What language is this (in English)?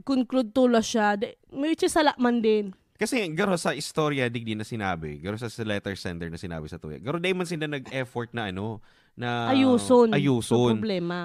Bikol